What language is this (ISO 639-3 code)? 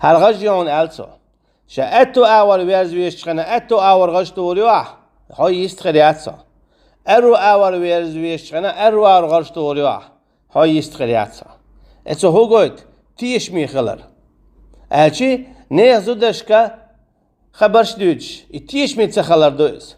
che